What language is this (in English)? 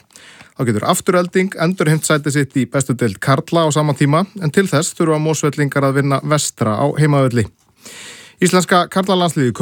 Icelandic